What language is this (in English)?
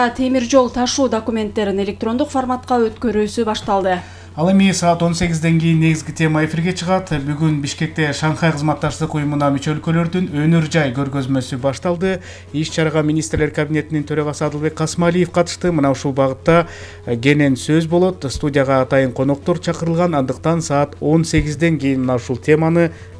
Kyrgyz